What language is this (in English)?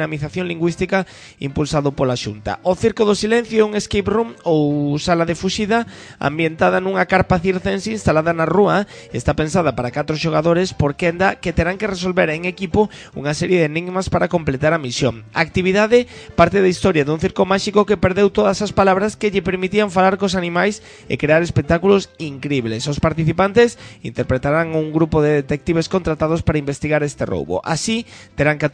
Galician